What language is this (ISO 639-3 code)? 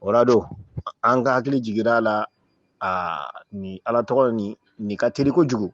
bam